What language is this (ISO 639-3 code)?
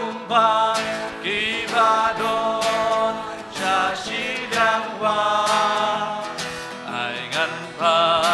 kha